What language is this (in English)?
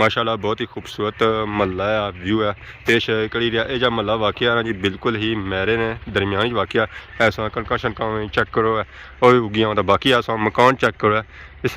Pahari-Potwari